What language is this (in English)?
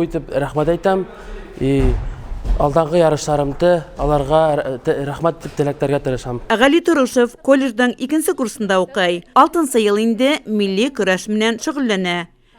Bashkir